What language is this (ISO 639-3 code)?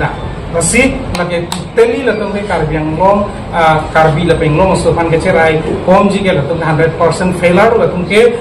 mjw